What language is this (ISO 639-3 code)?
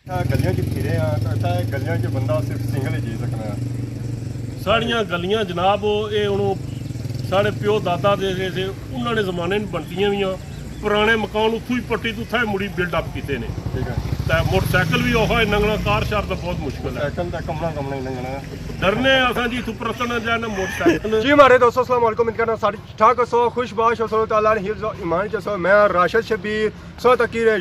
phr